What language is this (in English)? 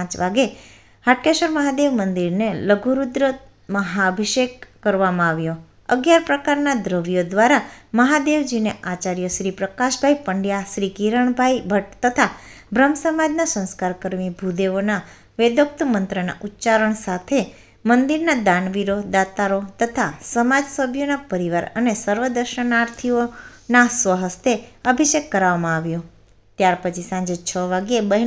Gujarati